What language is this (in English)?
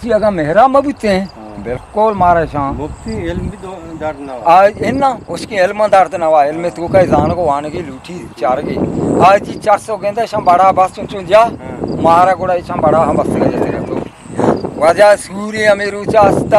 Eastern Balochi